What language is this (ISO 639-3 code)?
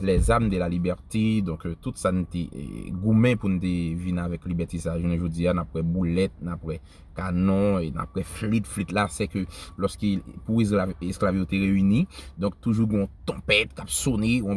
hat